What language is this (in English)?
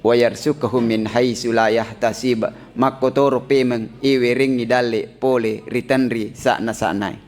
Buginese